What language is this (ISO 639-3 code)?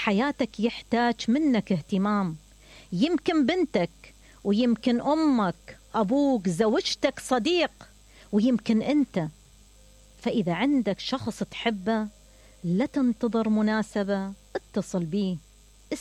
acm